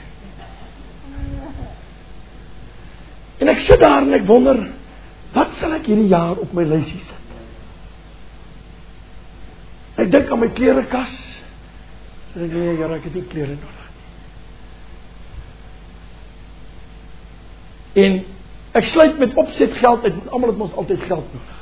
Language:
Afrikaans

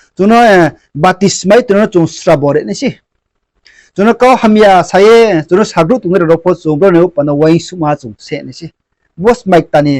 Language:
Riang (India)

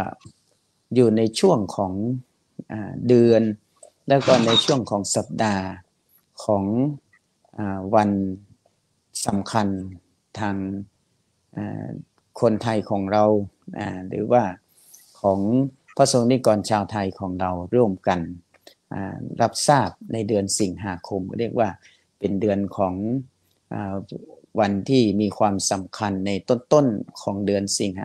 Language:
Thai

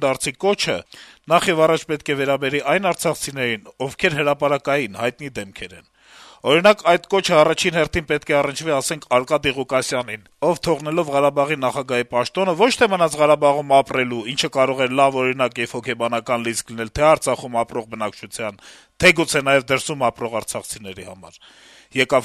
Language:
Armenian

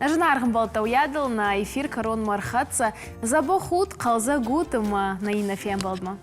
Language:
Ossetic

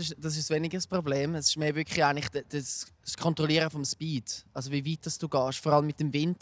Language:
Swiss German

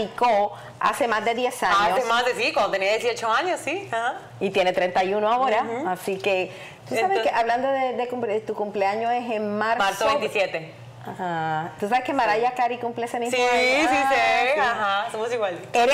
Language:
Spanish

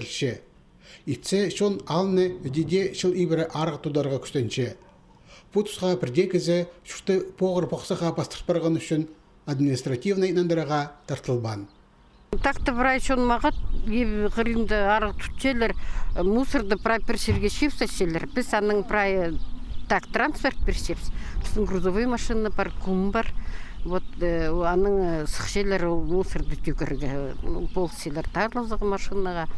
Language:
Khakas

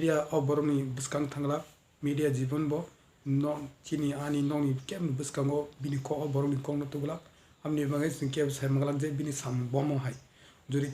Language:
Kok Borok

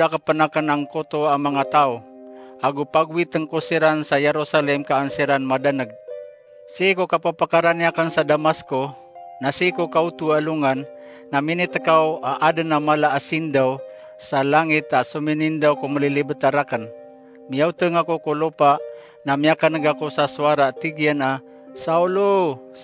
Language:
Maranao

